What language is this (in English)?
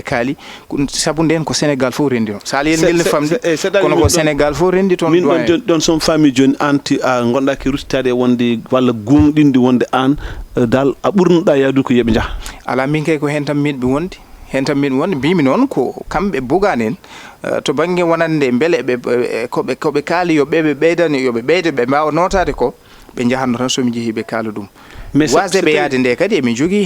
Fula